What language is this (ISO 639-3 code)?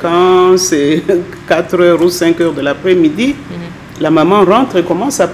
fra